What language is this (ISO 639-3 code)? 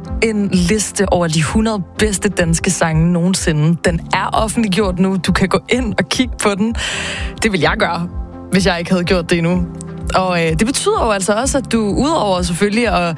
dan